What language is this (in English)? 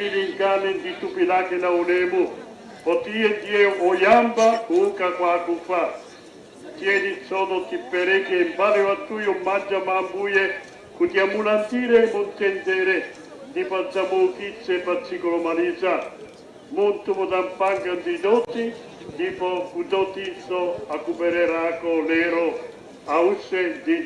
Nyanja